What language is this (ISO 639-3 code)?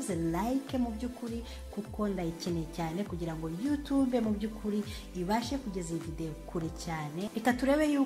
kin